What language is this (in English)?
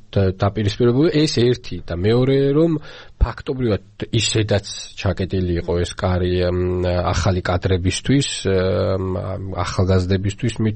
Georgian